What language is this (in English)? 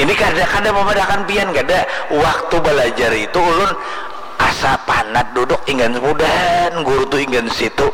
Banjar